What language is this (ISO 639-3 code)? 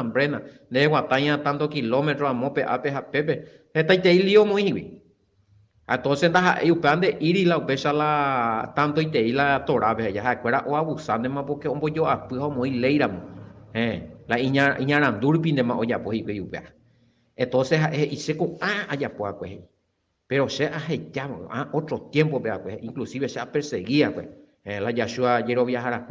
grn